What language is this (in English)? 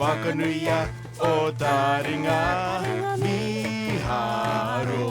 Māori